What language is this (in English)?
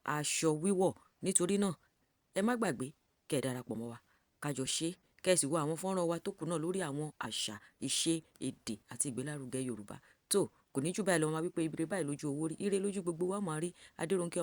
Yoruba